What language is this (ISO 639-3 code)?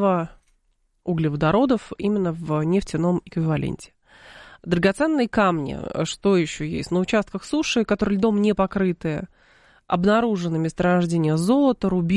rus